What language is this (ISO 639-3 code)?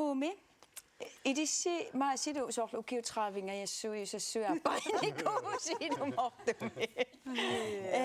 kal